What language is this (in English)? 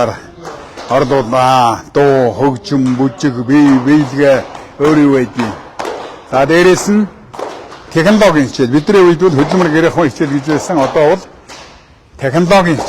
Mongolian